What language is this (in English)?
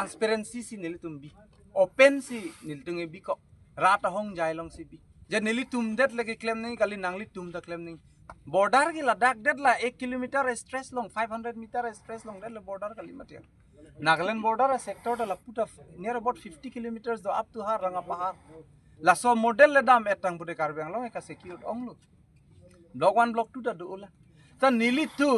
Karbi